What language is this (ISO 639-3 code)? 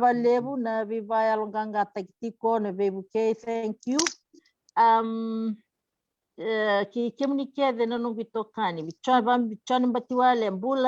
fij